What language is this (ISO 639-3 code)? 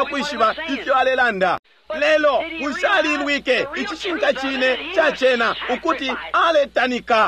bem